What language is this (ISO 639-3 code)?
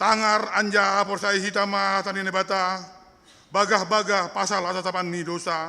bts